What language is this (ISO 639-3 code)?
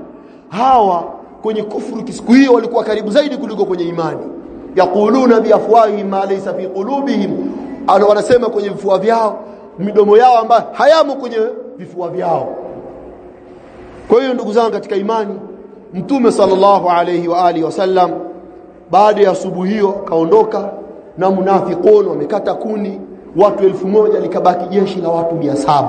swa